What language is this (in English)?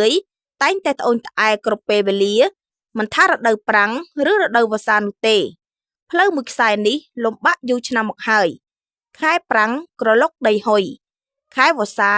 Khmer